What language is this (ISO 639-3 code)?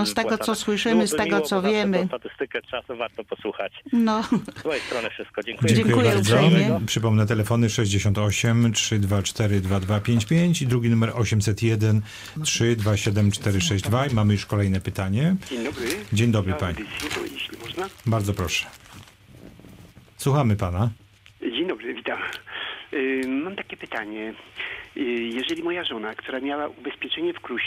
pol